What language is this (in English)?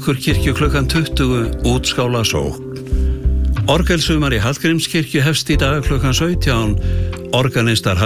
Icelandic